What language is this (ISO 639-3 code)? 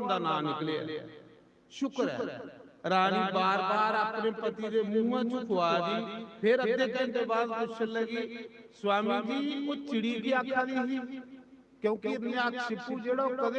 doi